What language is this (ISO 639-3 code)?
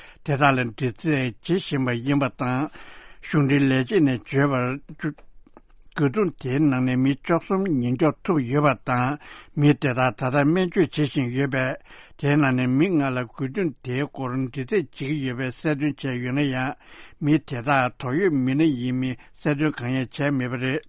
bod